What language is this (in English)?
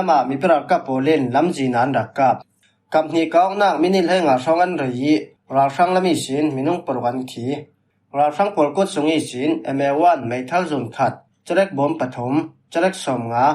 Falam Chin